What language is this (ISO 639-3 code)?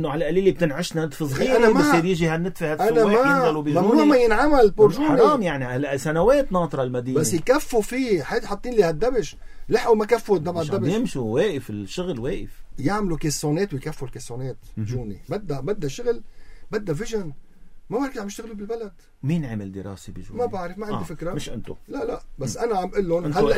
apc